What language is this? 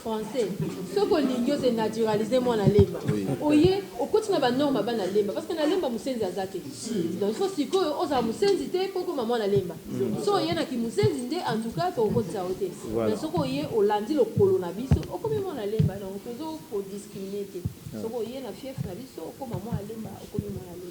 Lingala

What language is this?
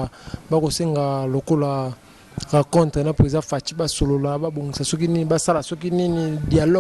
Lingala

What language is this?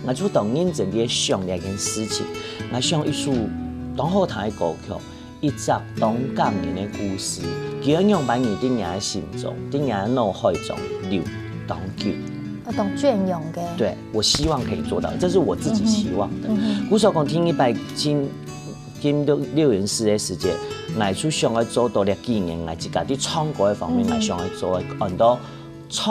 Hakka Chinese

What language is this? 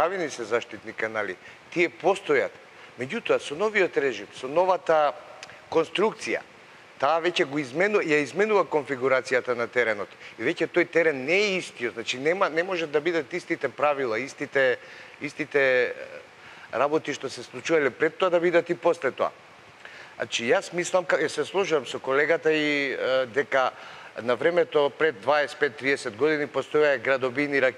Macedonian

